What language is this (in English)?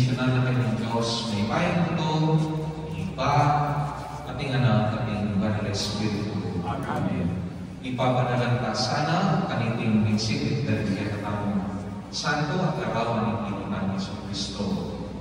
Pampanga